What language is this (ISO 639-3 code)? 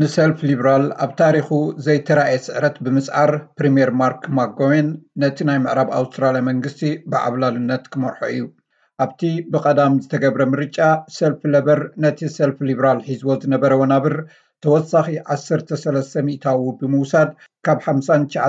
tir